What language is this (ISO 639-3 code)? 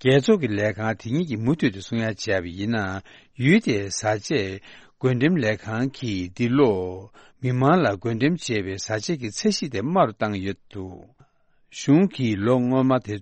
bod